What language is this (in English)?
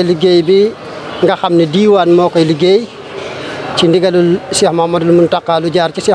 Wolof